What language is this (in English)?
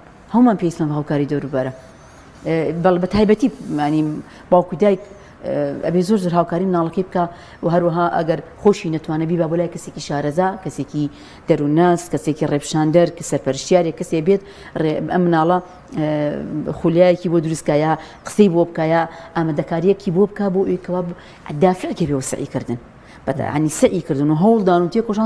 Central Kurdish